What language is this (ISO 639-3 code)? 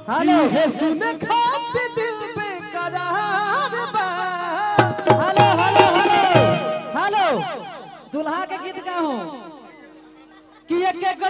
bho